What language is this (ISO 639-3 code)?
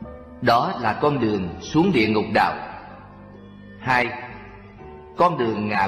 vie